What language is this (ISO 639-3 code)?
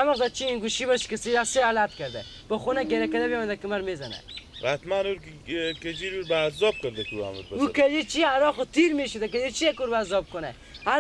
fas